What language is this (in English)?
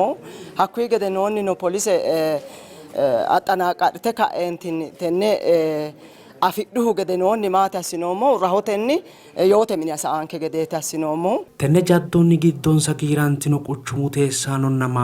Sidamo